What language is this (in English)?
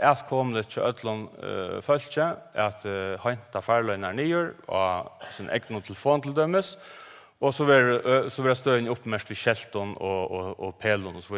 Faroese